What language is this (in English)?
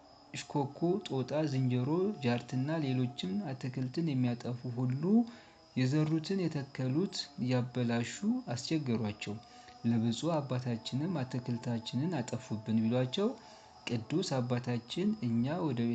Amharic